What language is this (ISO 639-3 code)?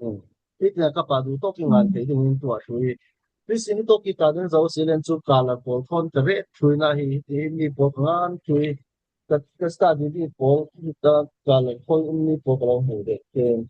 cfm